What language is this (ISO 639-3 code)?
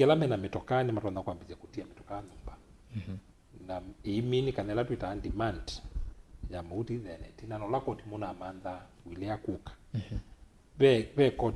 kam